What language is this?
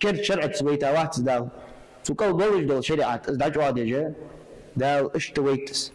Ingush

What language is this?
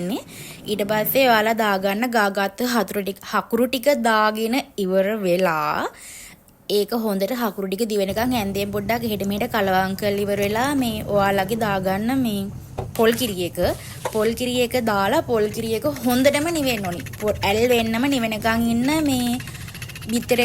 Sinhala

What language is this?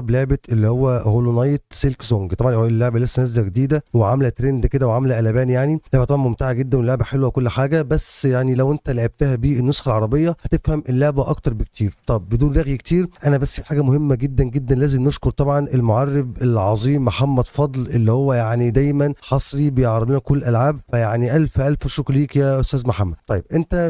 Egyptian Arabic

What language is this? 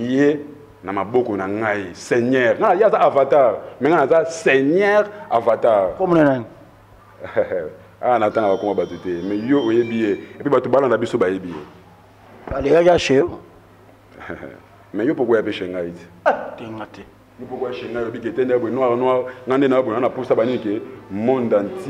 Lingala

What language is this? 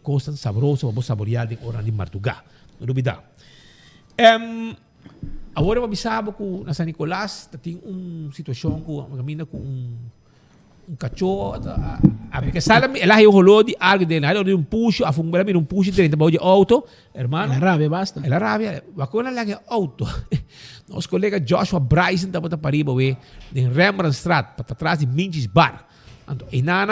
Papiamento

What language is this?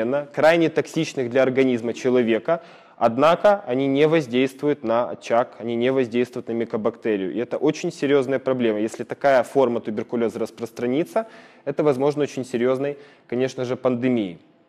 Russian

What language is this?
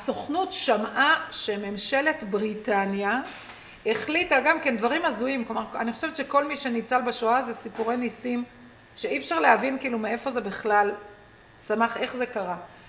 Hebrew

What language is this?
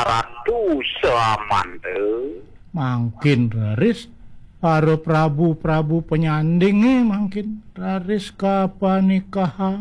Balinese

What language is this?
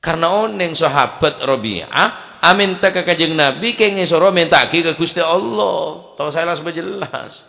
Madurese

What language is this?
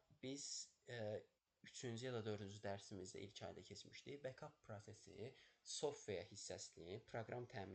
Azerbaijani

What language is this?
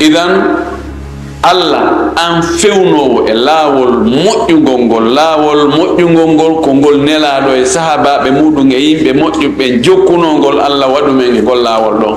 Fula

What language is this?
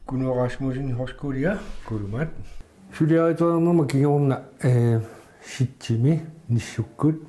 Kalaallisut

